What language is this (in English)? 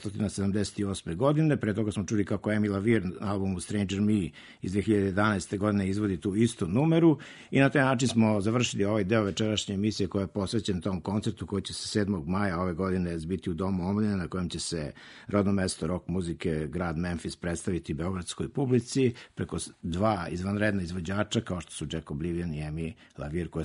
Serbian